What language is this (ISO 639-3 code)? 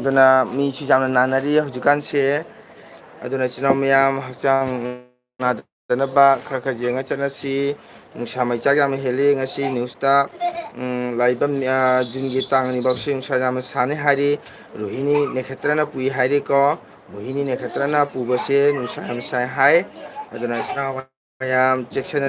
mni